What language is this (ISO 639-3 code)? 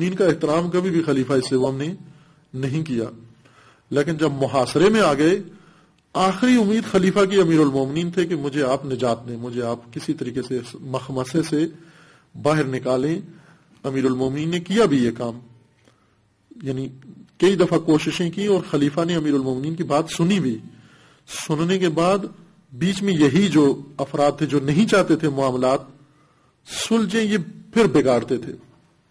urd